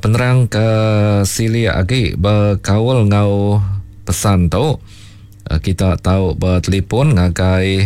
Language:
Iban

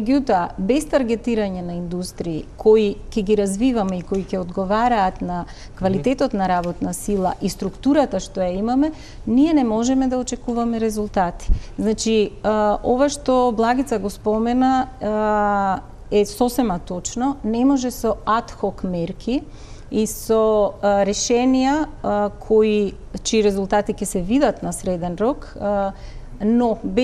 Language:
Macedonian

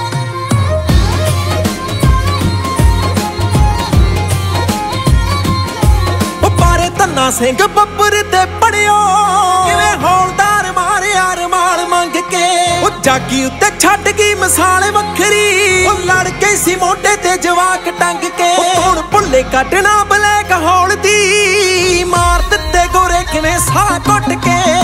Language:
Punjabi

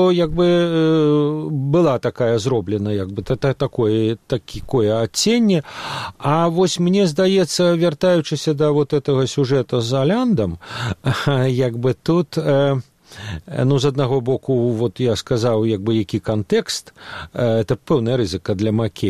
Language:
Belarusian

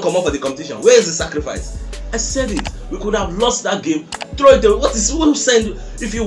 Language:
Nigerian Pidgin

